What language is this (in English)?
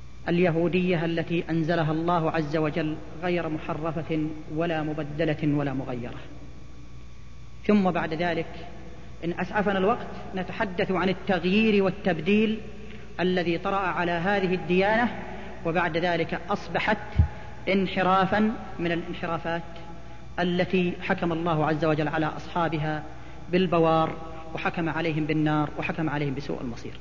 Arabic